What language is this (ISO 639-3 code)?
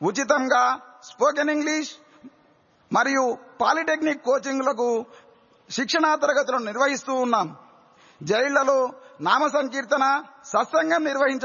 tel